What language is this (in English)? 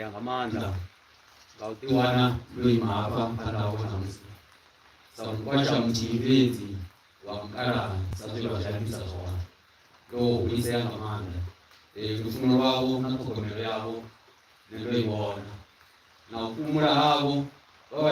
Venda